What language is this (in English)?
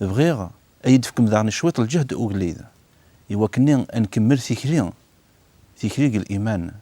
Kabyle